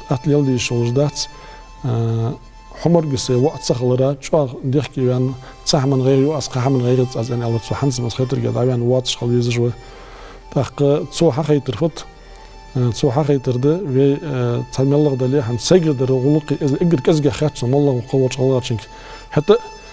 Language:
Ingush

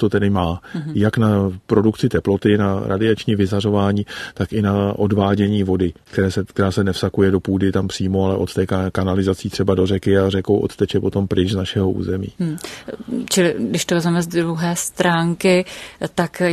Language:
Czech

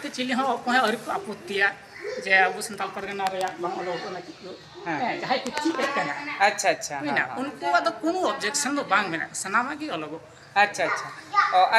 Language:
Santali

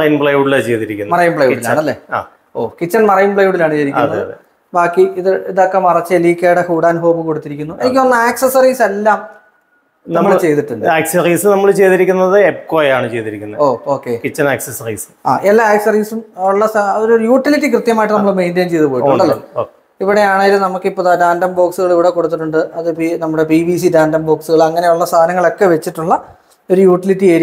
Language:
Malayalam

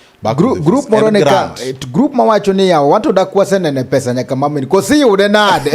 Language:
Luo (Kenya and Tanzania)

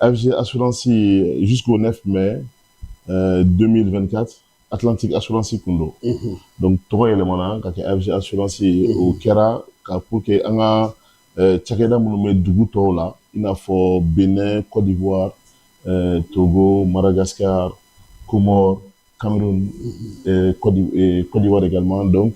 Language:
Bambara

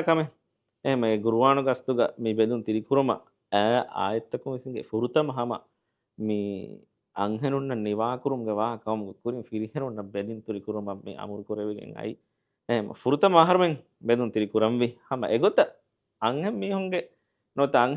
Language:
Divehi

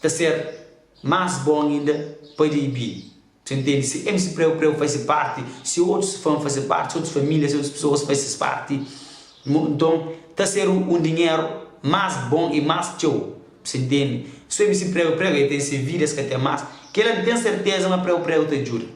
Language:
Kabuverdianu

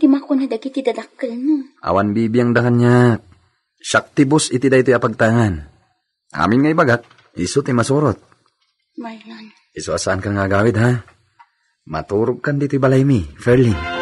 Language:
Iloko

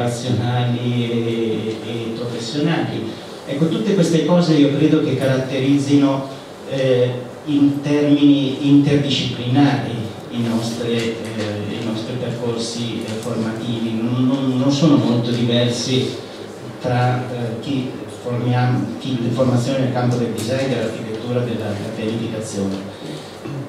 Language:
Italian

